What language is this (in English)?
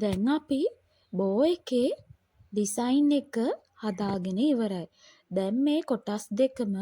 Sinhala